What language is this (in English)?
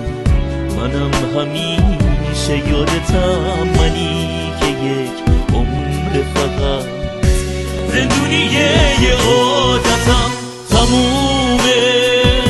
Persian